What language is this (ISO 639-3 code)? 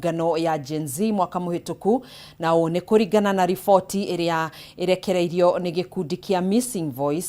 kik